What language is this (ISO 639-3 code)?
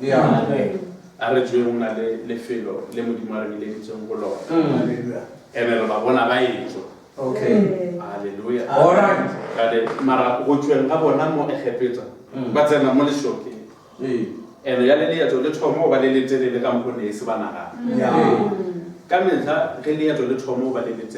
nso